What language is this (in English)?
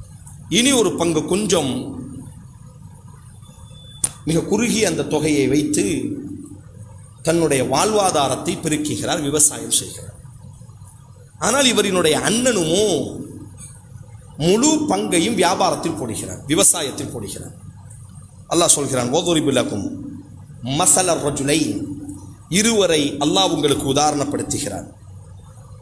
Tamil